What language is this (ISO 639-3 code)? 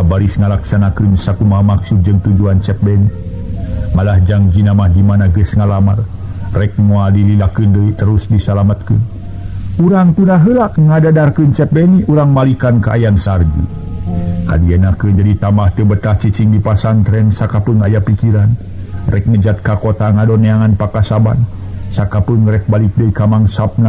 sun